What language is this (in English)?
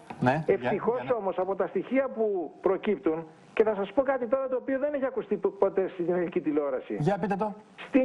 Greek